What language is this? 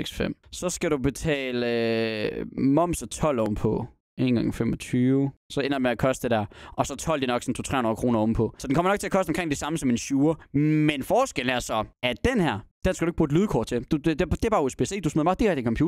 Danish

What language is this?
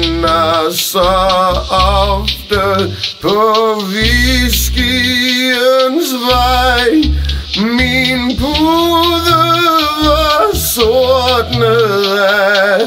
Danish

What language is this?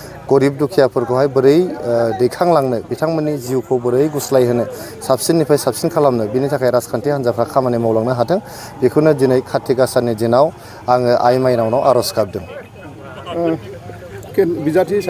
Bodo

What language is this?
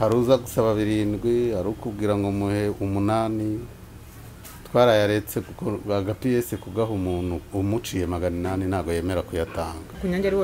Kinyarwanda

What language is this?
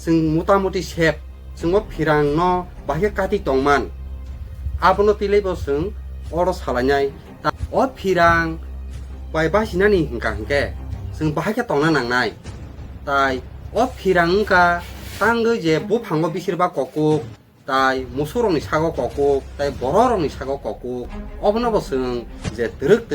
Kok Borok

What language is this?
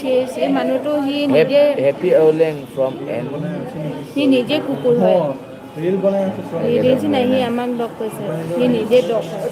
Naga Pidgin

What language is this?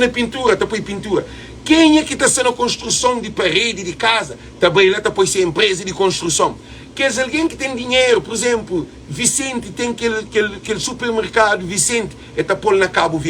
Kabuverdianu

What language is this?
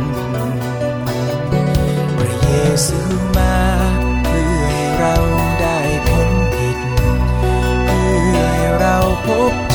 Thai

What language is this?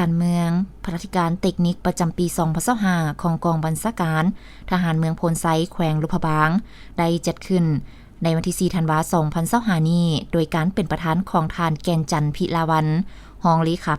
Lao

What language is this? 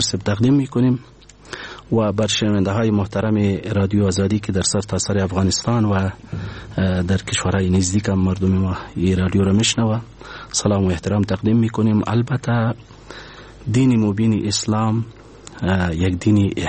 Persian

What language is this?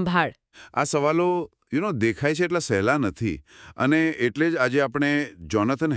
Gujarati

